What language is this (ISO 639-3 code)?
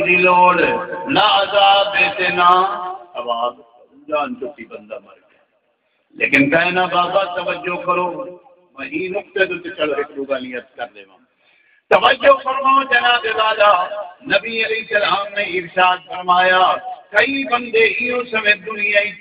skr